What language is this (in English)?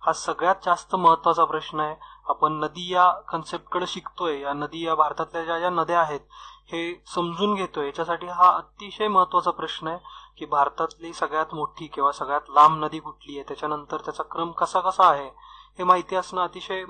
Marathi